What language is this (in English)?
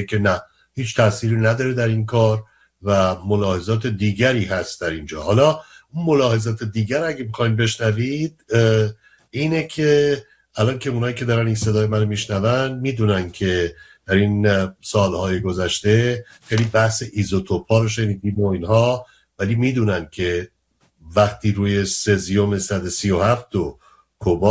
Persian